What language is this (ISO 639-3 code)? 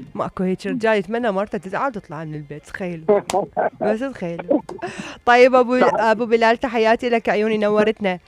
acm